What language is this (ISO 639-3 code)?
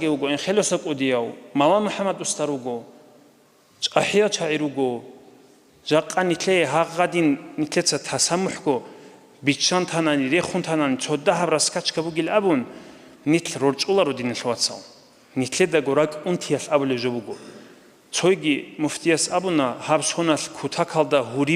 ava